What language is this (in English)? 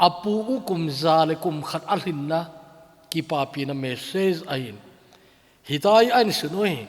Thado Chin